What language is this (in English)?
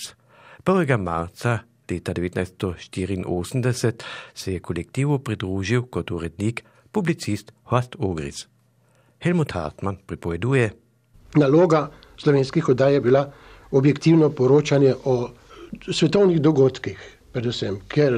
Slovenian